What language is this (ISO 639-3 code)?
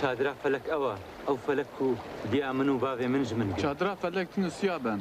kur